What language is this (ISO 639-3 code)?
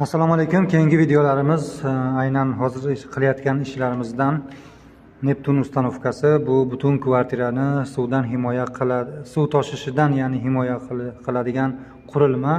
uzb